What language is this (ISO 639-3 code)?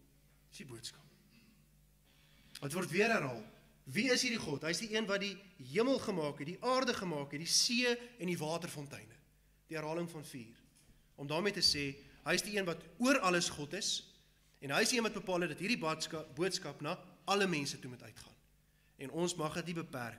afr